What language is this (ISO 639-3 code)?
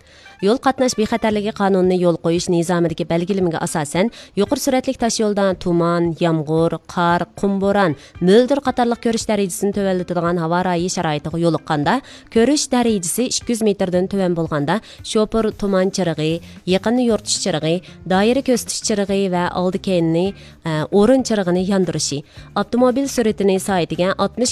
uig